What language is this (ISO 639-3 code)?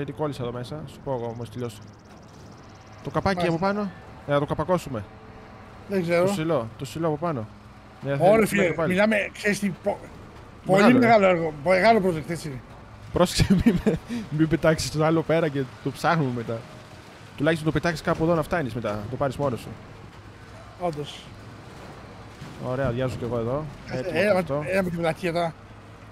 ell